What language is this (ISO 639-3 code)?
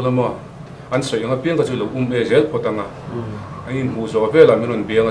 lus